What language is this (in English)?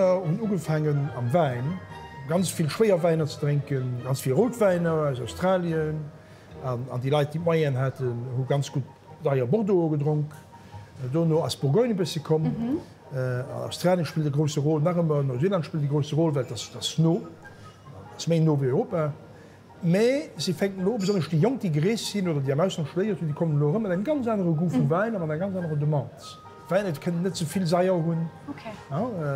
Luxembourgish